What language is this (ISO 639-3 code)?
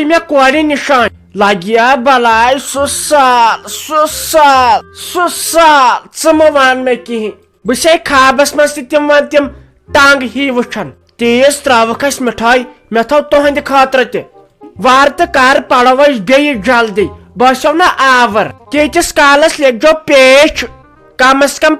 kas